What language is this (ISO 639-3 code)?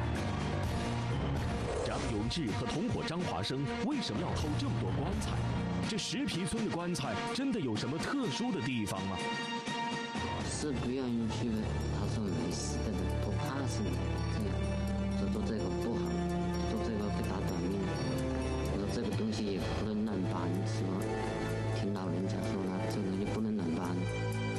zho